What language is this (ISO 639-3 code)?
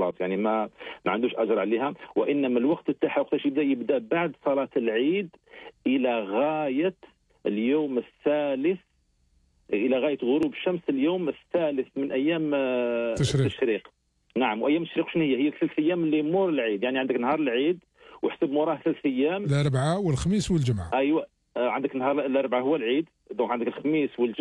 arq